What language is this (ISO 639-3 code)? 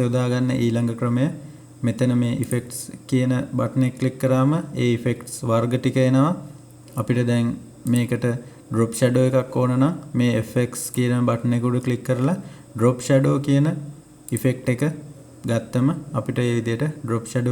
sin